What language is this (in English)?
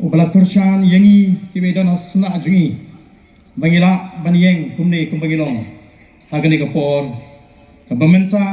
Khasi